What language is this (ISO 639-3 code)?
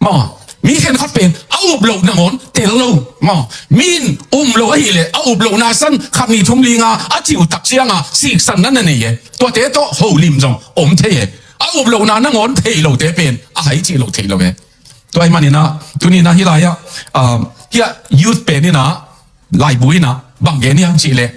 ctd